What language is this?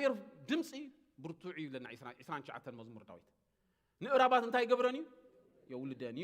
Tigrinya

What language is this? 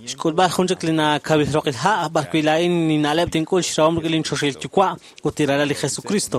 Kekchí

